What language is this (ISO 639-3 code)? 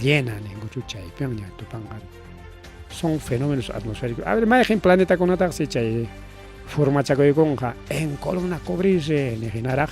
quy